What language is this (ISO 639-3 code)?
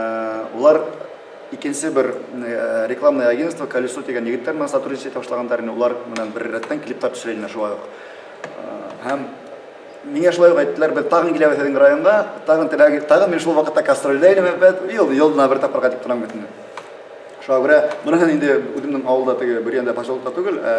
bak